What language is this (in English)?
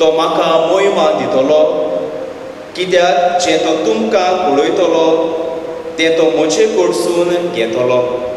Konkani